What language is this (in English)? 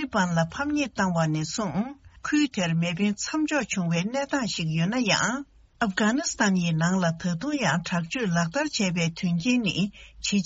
Tibetan